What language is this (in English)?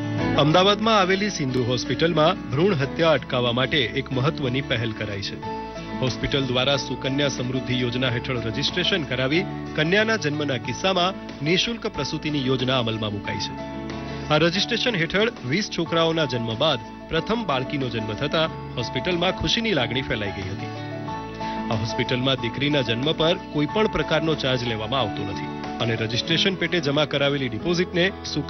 Gujarati